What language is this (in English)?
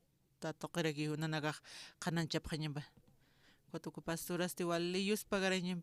Aymara